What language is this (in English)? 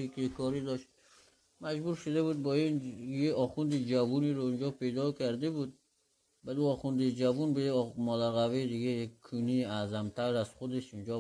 Persian